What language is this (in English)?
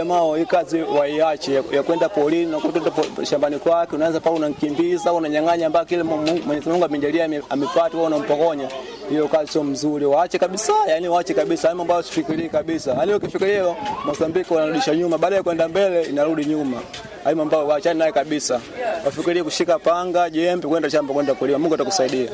Swahili